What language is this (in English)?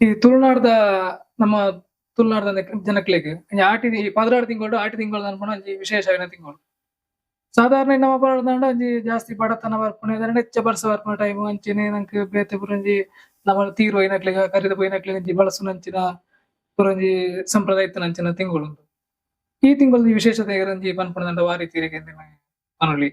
Tulu